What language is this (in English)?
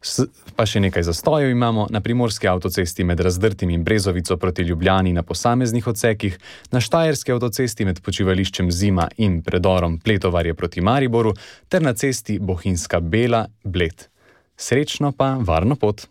Slovenian